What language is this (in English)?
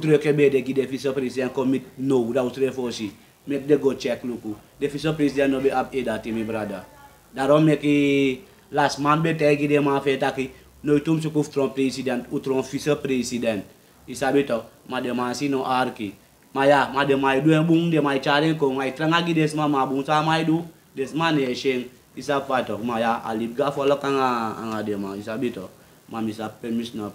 Sranan Tongo